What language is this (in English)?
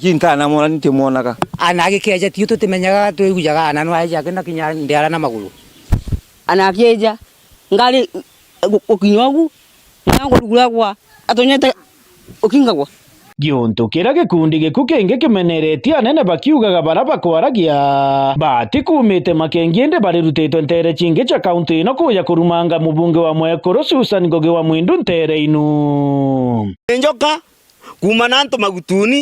Meru